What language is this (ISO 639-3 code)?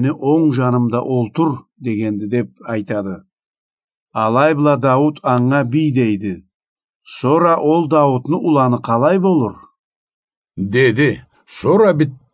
krc